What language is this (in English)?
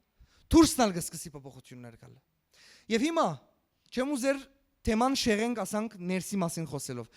Western Armenian